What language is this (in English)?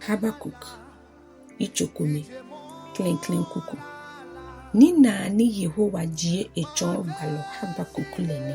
Ga